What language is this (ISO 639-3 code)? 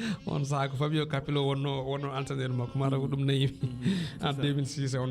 ful